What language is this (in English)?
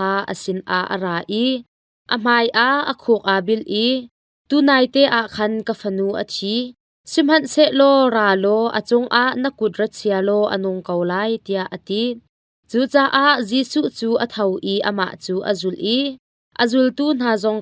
Hakha Chin